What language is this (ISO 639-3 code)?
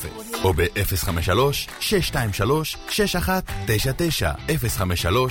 heb